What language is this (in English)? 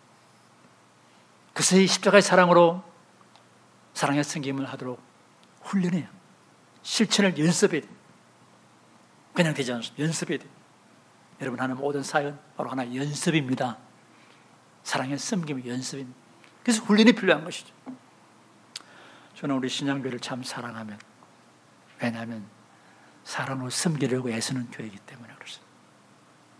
Korean